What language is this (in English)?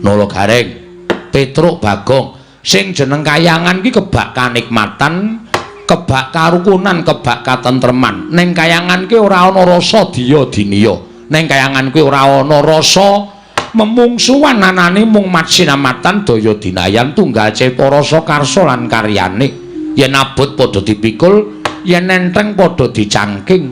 Javanese